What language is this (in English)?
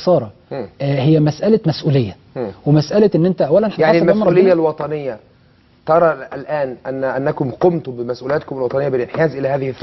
Egyptian Arabic